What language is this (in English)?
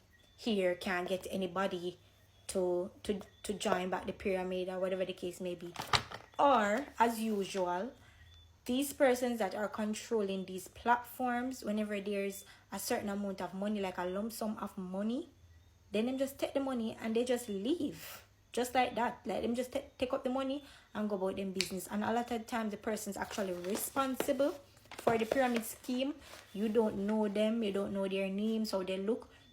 Jamaican Creole English